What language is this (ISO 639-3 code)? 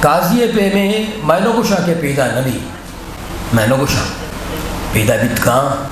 bgp